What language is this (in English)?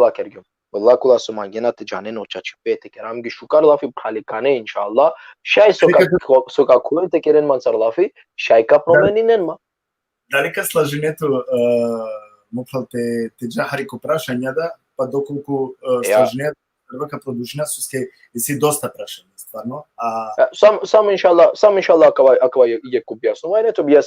Balkan Romani